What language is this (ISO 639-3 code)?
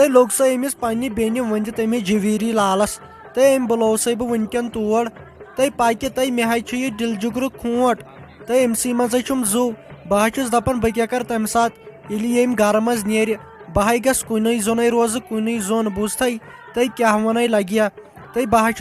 kas